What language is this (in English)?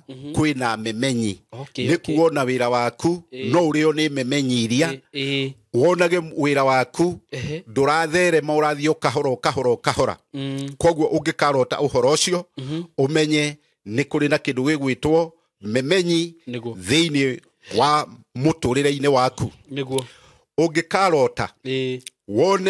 Kikuyu